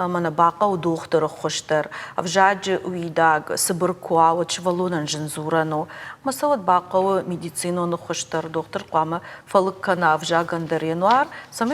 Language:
Ossetic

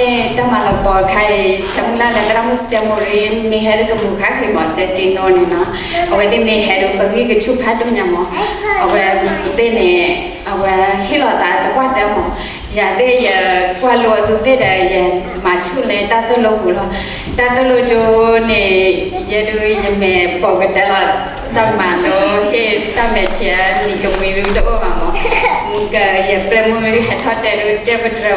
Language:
S'gaw Karen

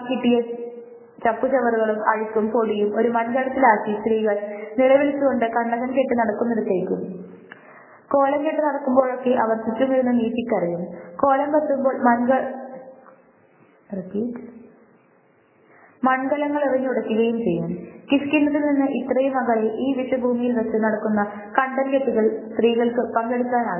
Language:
Malayalam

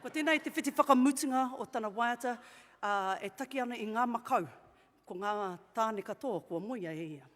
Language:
Māori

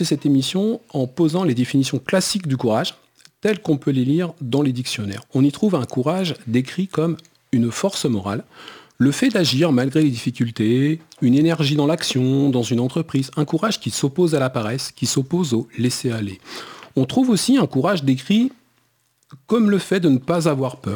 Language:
French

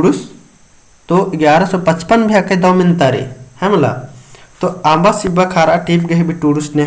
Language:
Kurukh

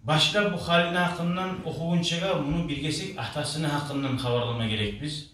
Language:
Kumyk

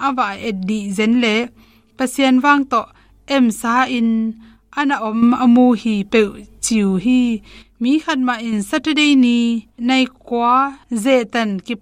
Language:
Tedim Chin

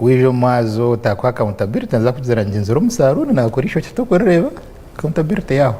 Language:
Nyankole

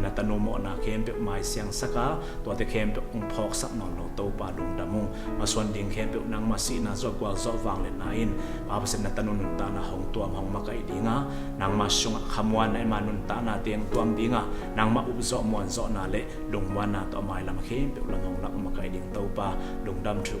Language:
Tedim Chin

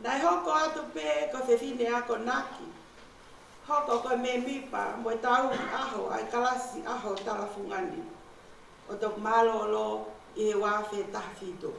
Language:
Tongan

